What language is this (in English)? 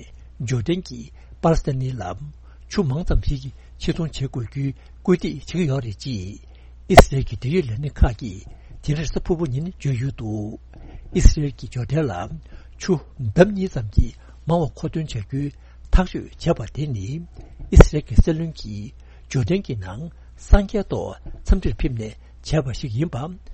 Tibetan